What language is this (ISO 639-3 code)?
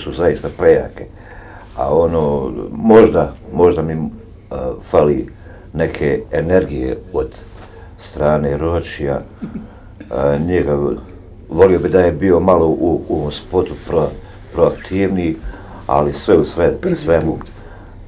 bos